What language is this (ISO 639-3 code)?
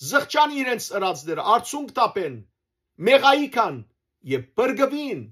hyw